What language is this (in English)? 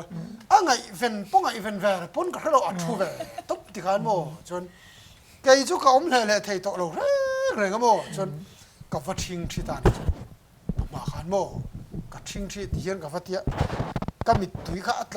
Mizo